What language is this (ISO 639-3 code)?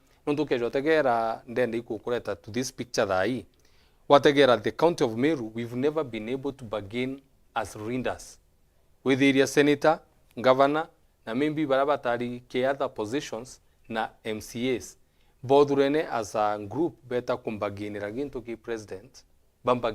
mer